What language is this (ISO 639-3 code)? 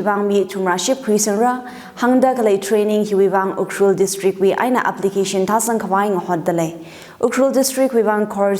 nmf